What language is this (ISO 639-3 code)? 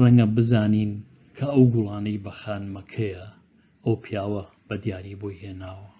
ckb